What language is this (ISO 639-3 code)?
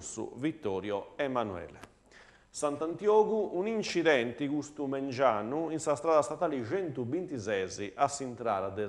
srd